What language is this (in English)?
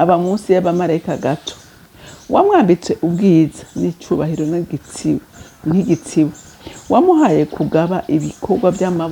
Rundi